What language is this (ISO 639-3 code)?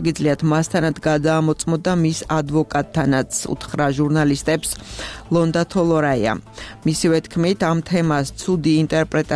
kat